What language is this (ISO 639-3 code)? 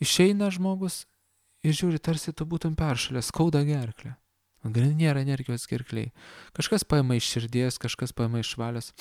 lit